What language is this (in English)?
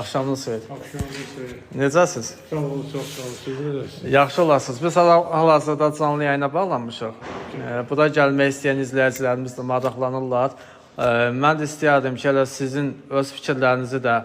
Azerbaijani